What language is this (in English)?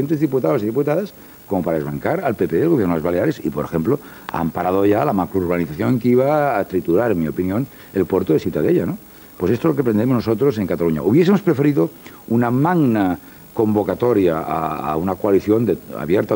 Spanish